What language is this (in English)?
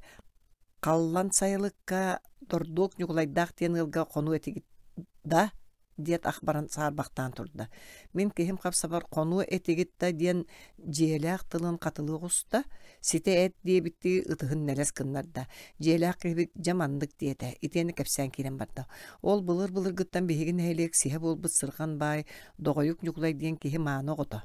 Yakut